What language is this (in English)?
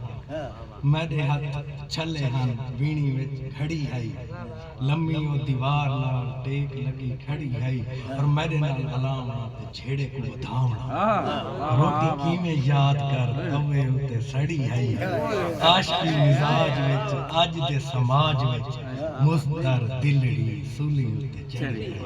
Saraiki